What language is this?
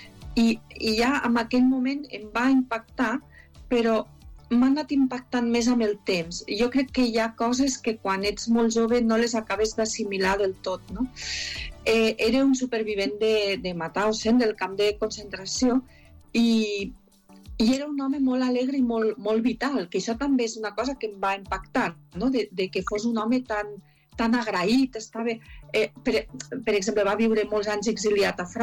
Catalan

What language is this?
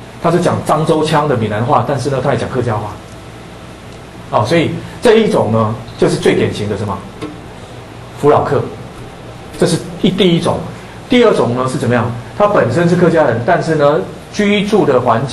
Chinese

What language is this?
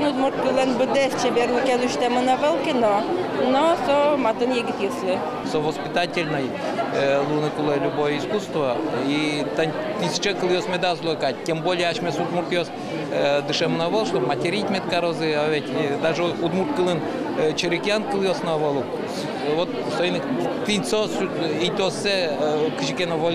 Udmurt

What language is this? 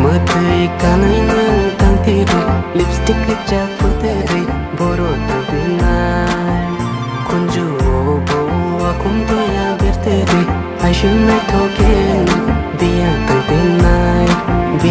Kok Borok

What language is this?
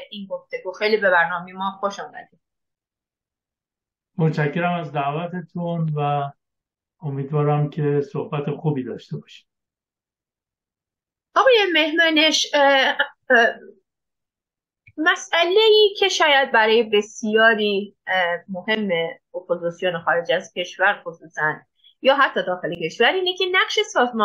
Persian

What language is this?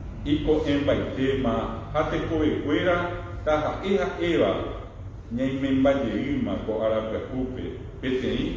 Guarani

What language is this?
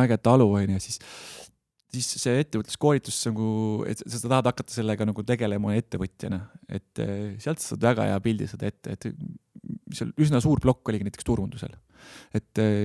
Estonian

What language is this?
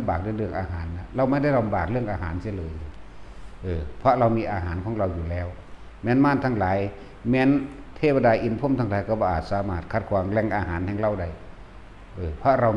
Northeastern Thai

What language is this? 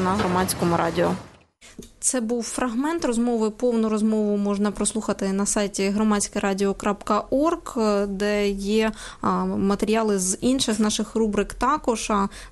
Ukrainian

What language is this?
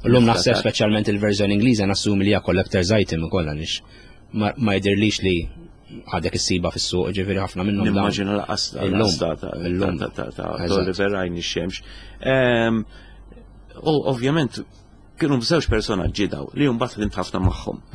Maltese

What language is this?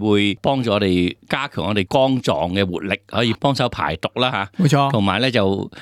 Cantonese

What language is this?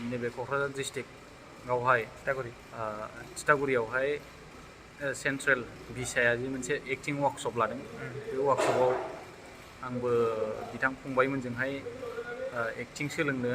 Bodo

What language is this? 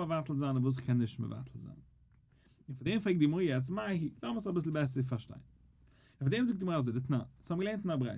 Yiddish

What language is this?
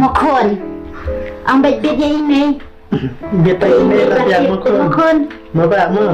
Khasi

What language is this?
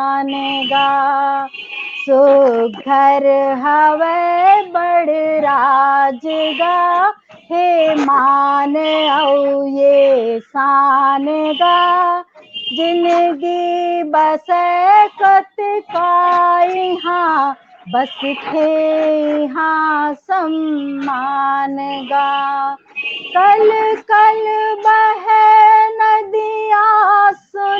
Chhattisgarhi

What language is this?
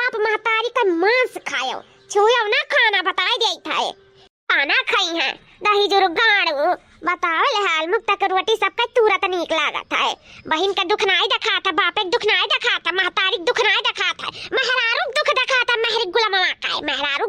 Awadhi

